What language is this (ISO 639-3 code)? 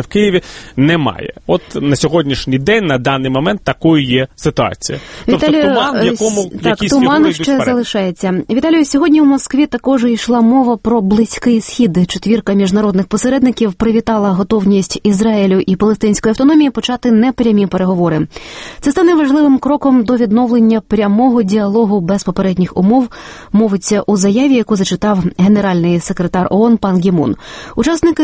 ukr